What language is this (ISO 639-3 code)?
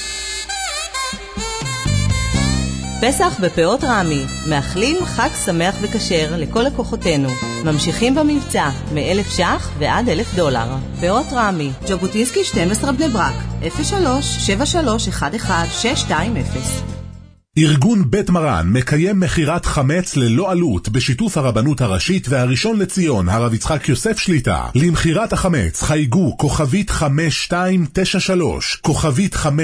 heb